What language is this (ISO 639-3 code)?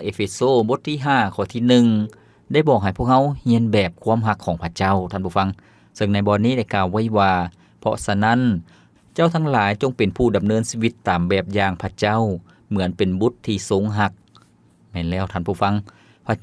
lao